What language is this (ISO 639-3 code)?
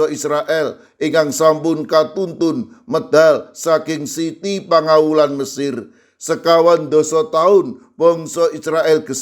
jav